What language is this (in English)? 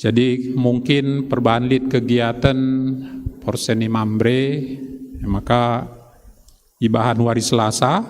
Batak Karo